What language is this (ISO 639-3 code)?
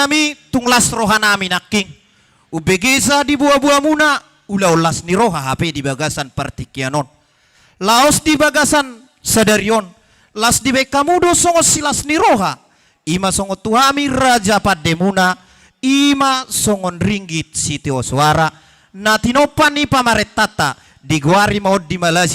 bbc